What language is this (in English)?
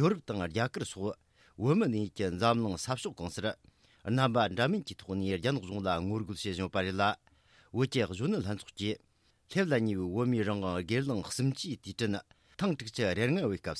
Tibetan